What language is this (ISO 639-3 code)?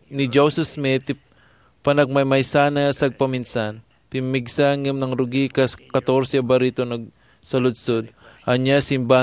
ilo